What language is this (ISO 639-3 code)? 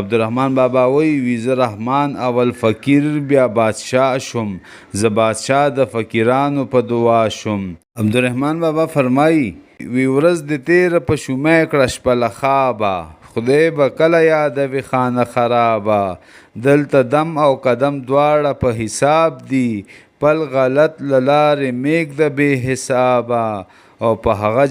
pus